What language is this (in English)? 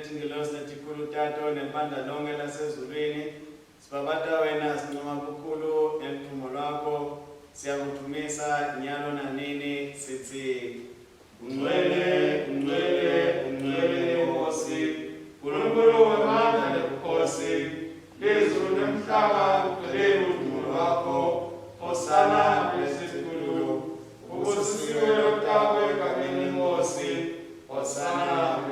Swati